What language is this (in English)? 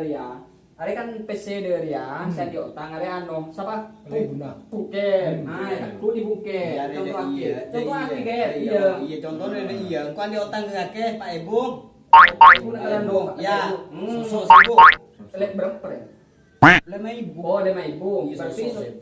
Madurese